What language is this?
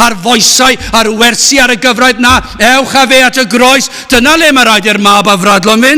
Welsh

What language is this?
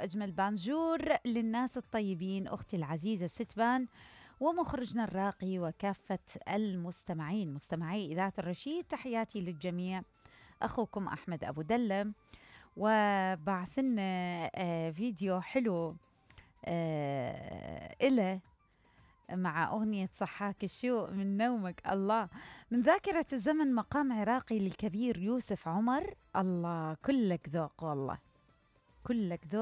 Mesopotamian Arabic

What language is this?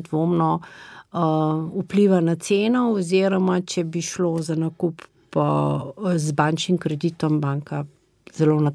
Slovenian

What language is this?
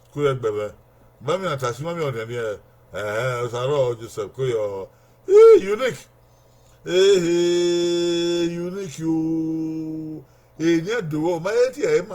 Bini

